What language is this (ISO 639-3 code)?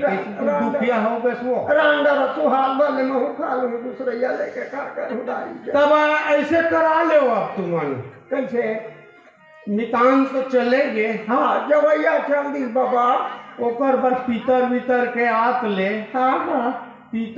hne